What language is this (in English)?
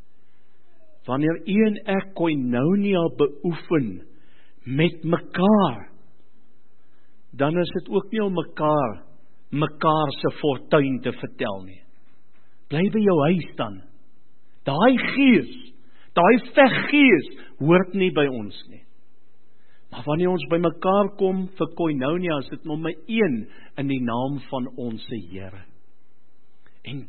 Afrikaans